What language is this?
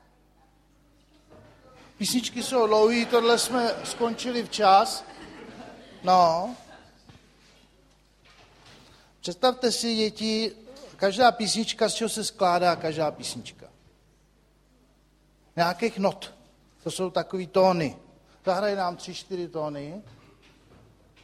Czech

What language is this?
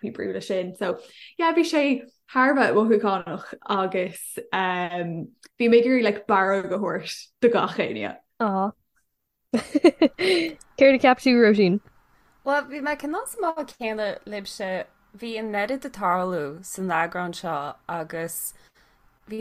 Irish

